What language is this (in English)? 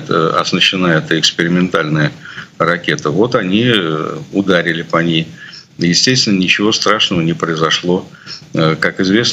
Russian